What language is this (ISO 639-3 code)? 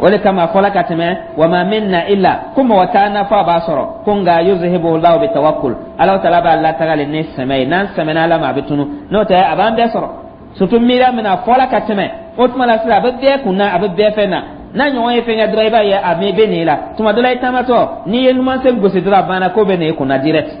dyu